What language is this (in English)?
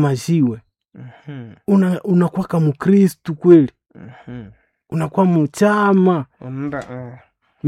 Swahili